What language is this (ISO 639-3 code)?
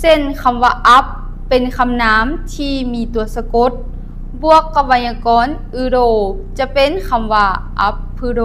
lao